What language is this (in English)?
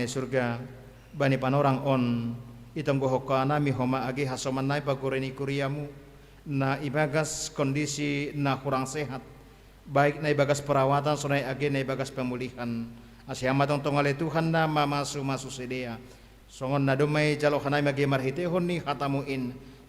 Batak Simalungun